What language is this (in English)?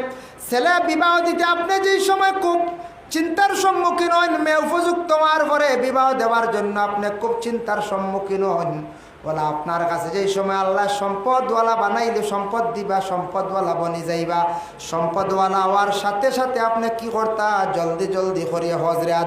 Sylheti